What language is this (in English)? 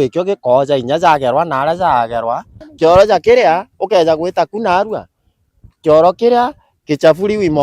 Meru